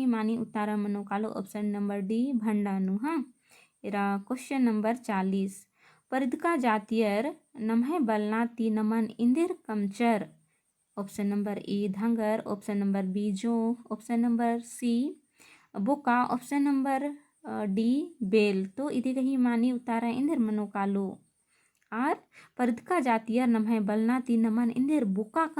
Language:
Kurukh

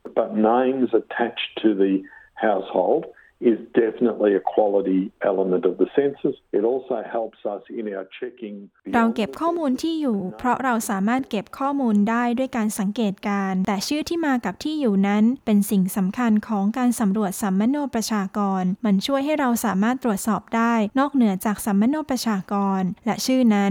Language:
Thai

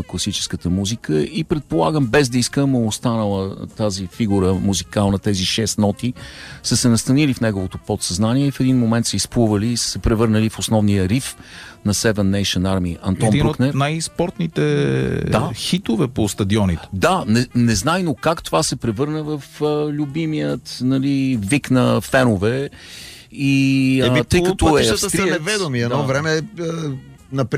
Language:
Bulgarian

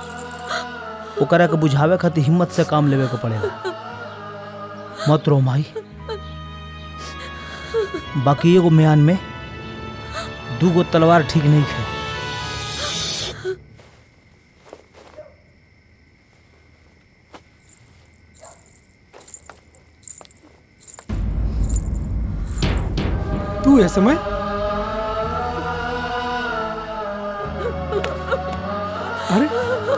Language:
Bhojpuri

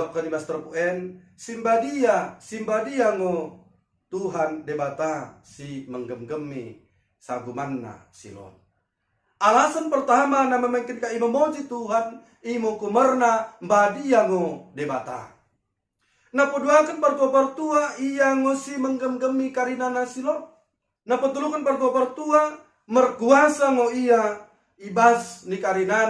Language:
Batak Dairi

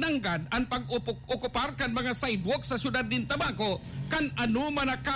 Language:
Bikol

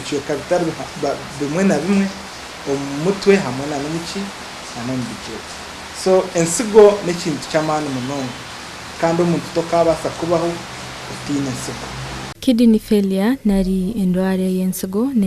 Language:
Nyankole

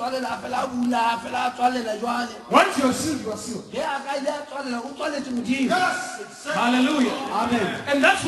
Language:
Northern Sotho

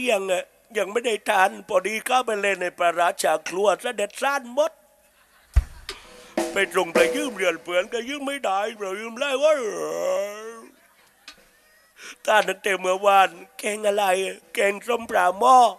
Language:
Thai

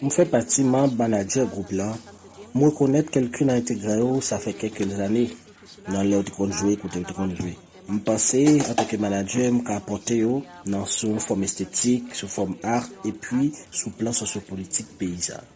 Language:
Haitian Creole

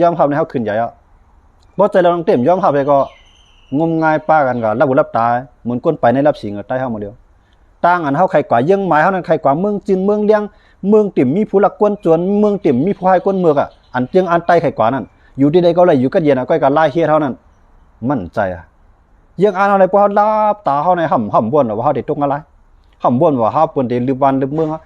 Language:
Shan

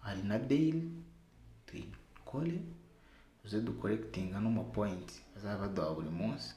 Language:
Kinyarwanda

